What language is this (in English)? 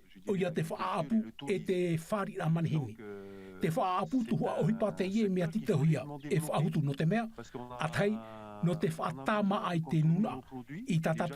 Tahitian